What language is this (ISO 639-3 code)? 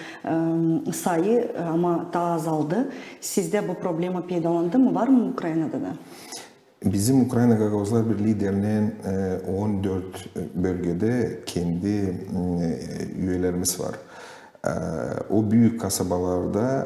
gag